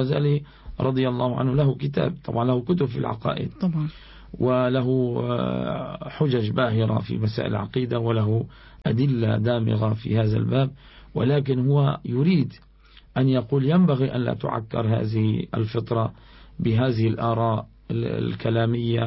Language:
Arabic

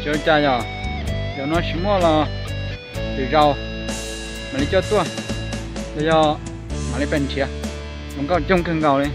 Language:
Hmong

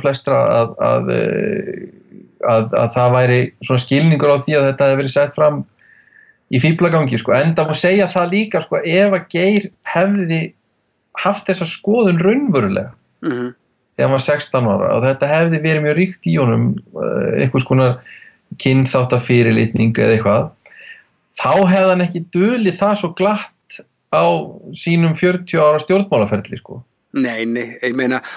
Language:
Icelandic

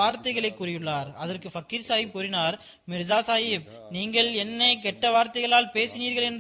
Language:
Tamil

